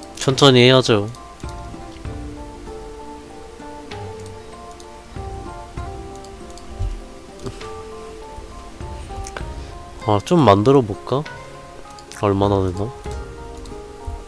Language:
Korean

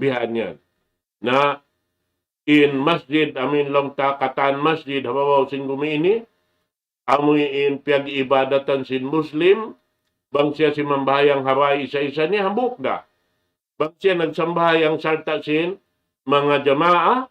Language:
Tausug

